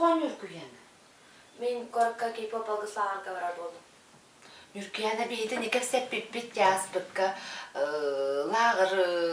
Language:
Yakut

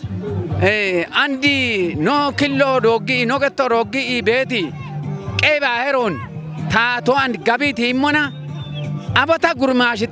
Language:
Kafa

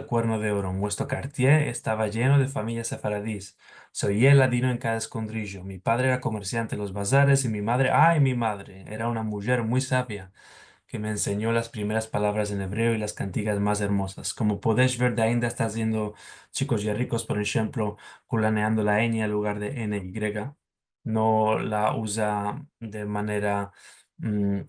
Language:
Ladino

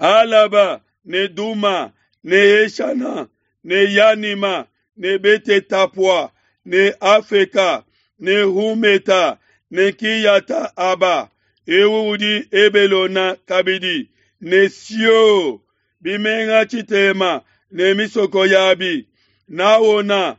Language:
Luba-Lulua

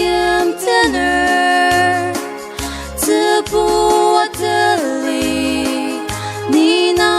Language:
Ao Naga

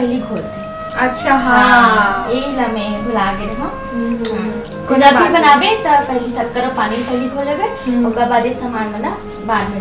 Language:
Chhattisgarhi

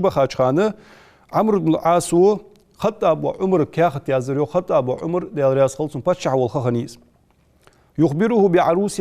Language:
Ingush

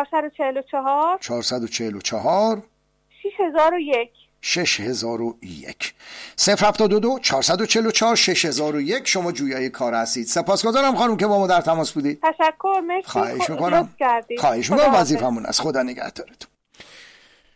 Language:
Persian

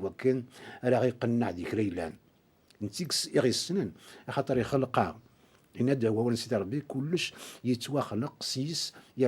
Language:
Kabyle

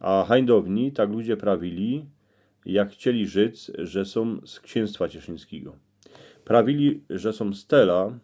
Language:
Silesian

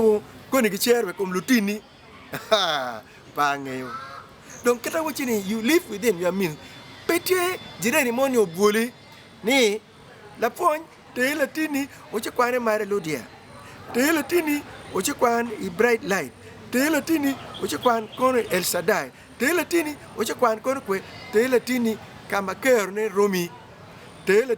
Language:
Acoli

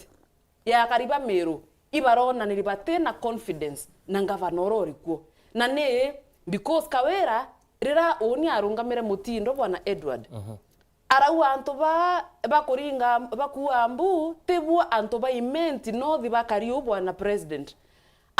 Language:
Meru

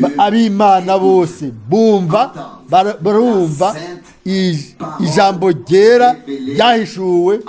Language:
Rundi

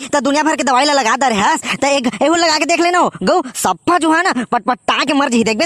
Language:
Chhattisgarhi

